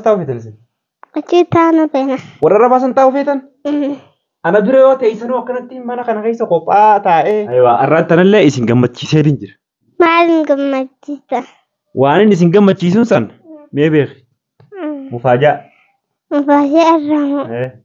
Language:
Oromo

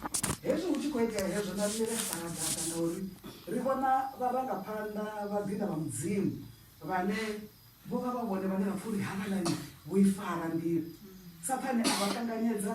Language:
Venda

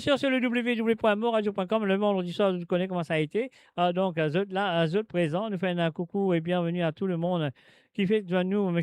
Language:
Morisyen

